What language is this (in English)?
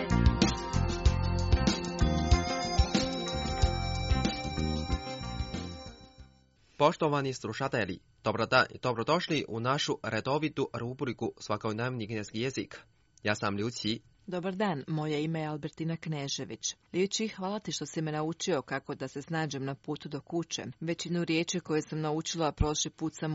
Croatian